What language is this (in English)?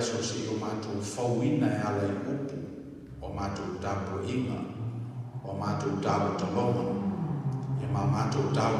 Samoan